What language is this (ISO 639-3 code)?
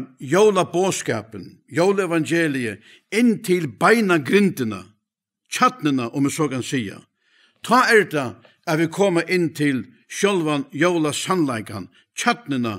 fao